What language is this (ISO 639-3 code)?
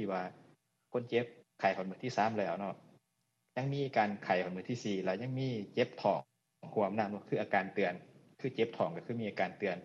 lao